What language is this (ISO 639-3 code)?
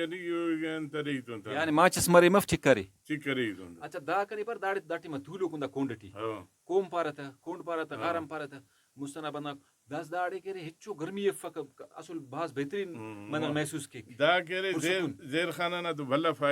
brh